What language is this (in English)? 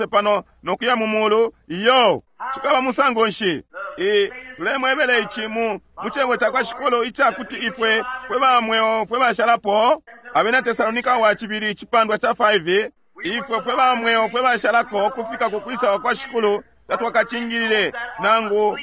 Bemba